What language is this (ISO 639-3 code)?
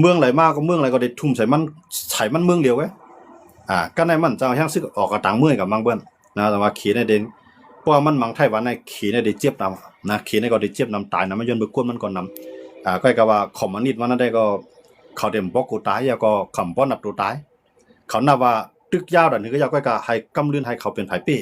shn